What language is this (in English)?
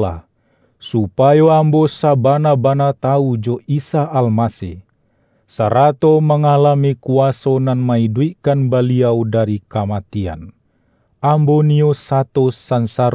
Minangkabau